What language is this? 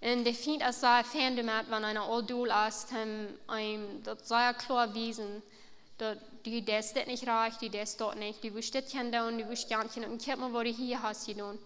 Plautdietsch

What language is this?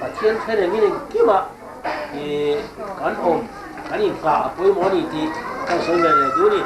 Mizo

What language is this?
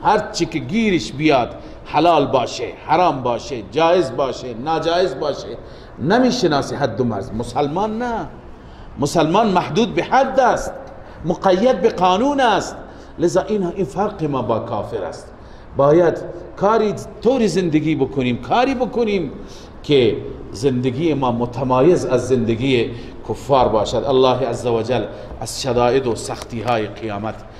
Persian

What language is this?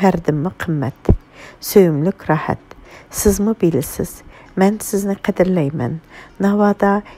Uyghur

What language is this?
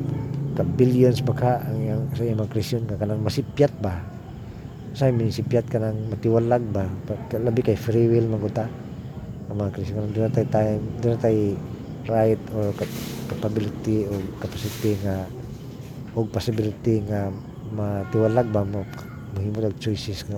Cebuano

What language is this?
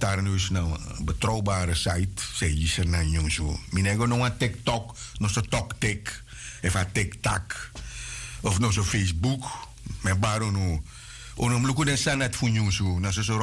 Sranan Tongo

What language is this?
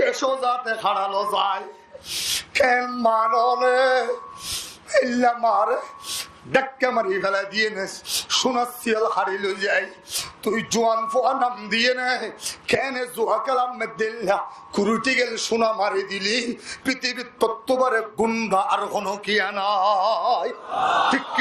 Rohingya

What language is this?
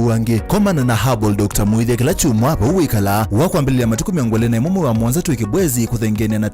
Kamba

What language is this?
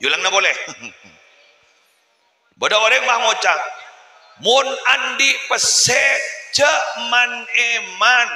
Madurese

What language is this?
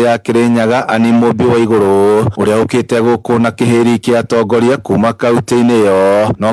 Kikuyu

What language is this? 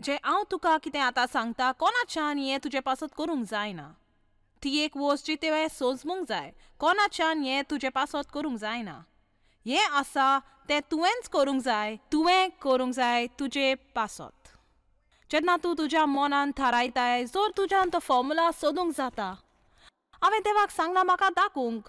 Konkani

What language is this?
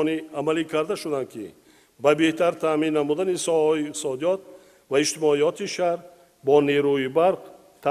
Tajik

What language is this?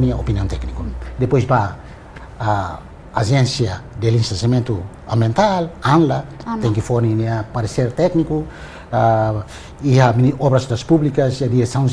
Tetum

